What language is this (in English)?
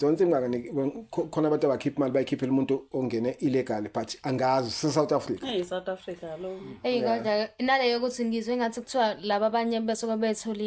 Zulu